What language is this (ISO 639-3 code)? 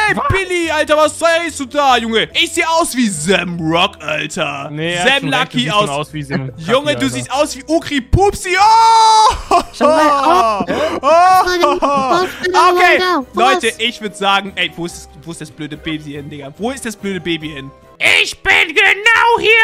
deu